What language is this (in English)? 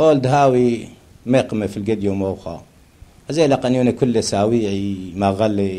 Turoyo